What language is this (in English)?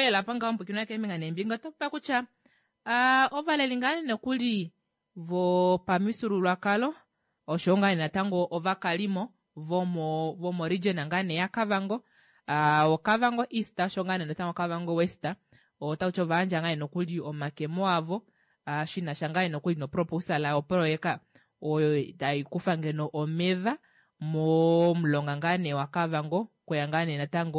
Kuanyama